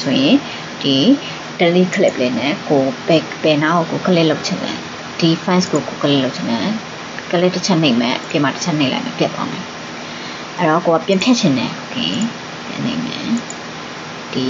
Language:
Burmese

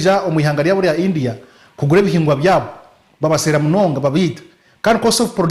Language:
Nyankole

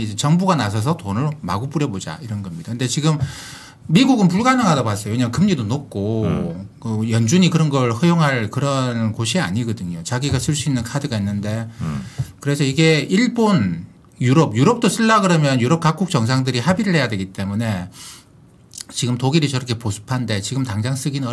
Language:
Korean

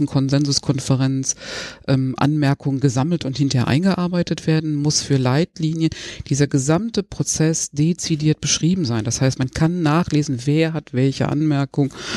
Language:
German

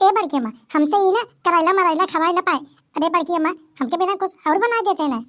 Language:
Awadhi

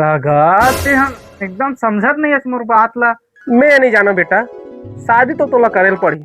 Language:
Chhattisgarhi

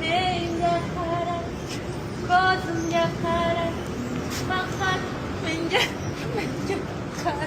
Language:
Uzbek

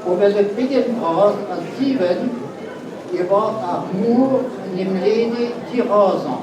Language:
Breton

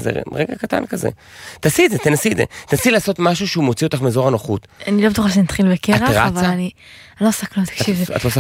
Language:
Hebrew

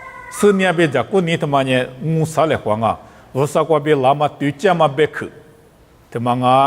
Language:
Lisu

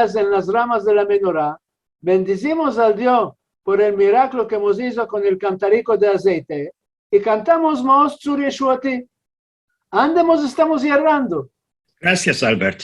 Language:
Ladino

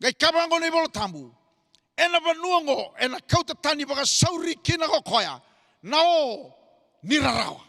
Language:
Fijian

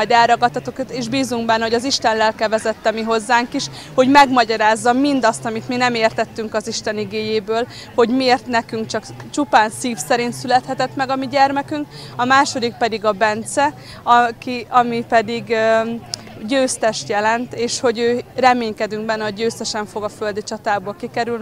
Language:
Hungarian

